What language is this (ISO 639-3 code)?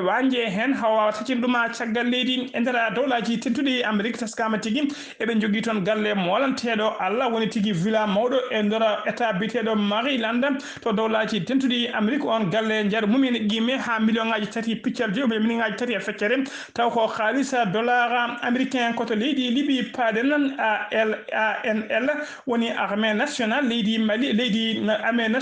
ful